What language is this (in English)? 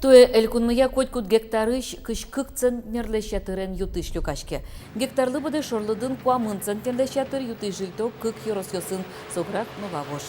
Udmurt